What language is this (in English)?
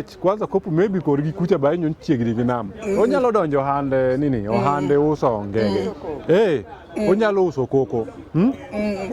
Luo (Kenya and Tanzania)